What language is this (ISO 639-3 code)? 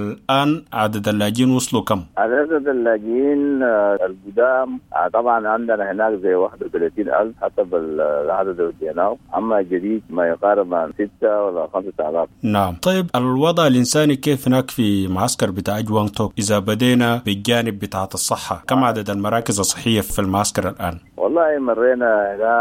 apd